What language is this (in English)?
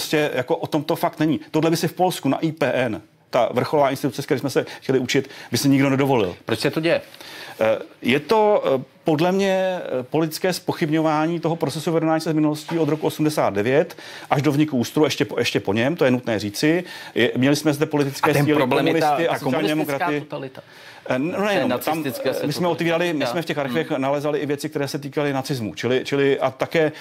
Czech